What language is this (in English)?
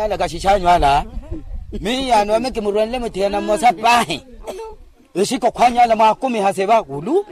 Makhuwa